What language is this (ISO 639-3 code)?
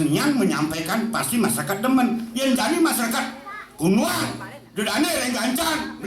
ban